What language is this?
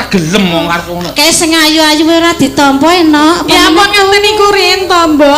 Javanese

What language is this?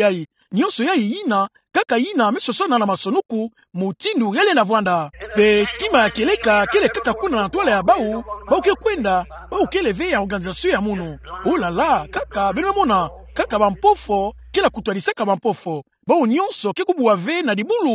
Kituba (Democratic Republic of Congo)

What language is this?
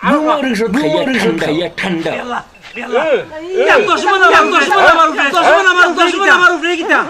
Sylheti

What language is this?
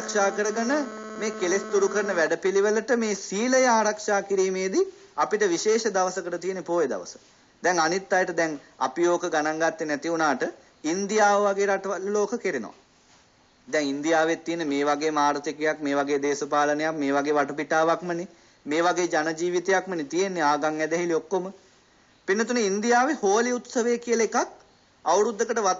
Sinhala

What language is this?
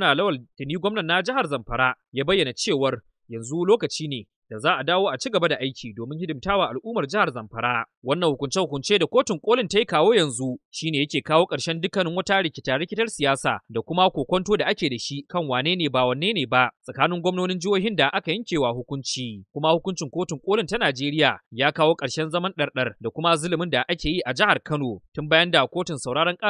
Hausa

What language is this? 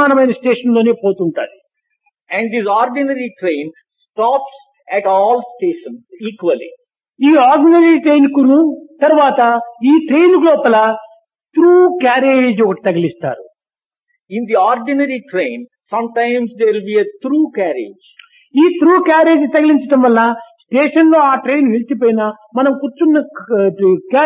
Telugu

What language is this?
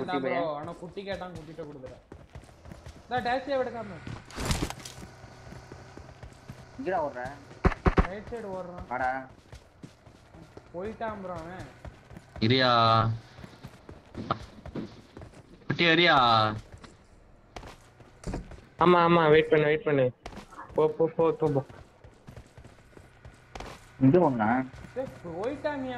Tamil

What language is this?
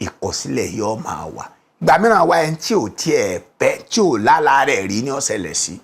Yoruba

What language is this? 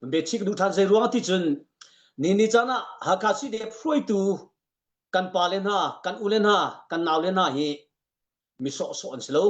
Hakha Chin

